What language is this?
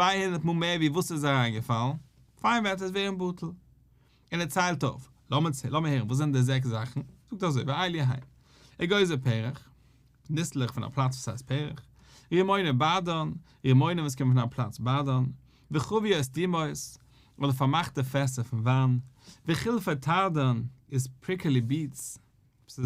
Yiddish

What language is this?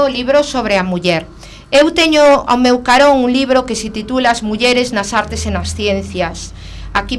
Galician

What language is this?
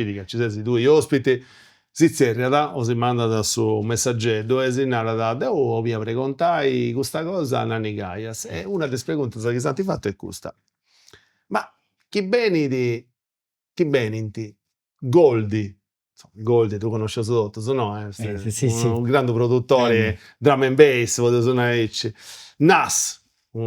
Sardinian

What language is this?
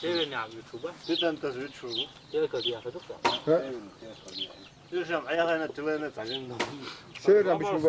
Chechen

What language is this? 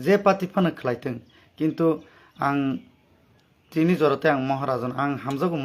Kok Borok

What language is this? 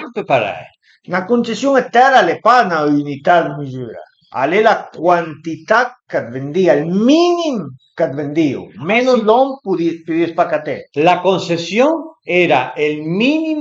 Piedmontese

